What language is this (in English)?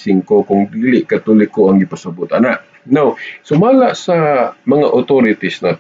Cebuano